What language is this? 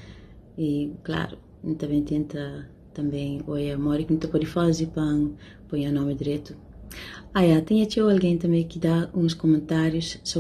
Kabuverdianu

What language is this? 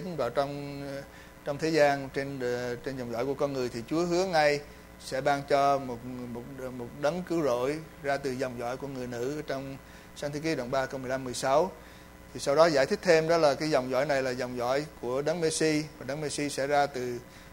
Vietnamese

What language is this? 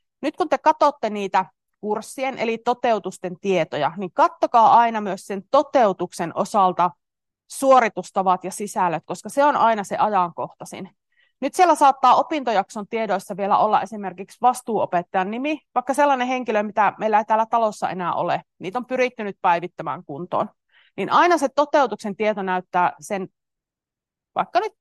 Finnish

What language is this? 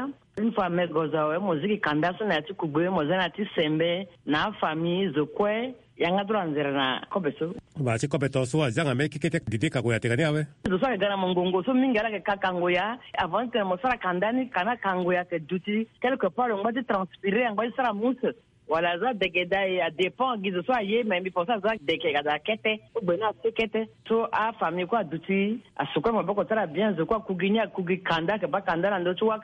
Sango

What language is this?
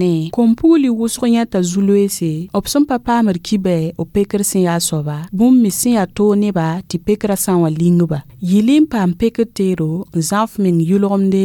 Mossi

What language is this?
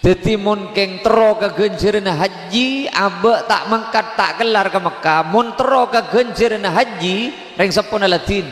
Madurese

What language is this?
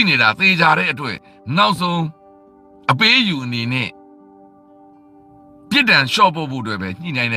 Burmese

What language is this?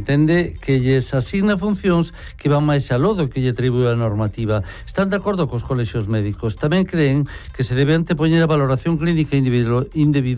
Galician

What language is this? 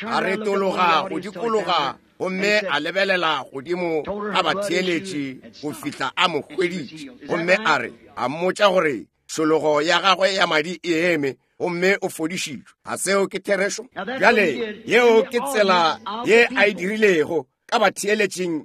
Northern Sotho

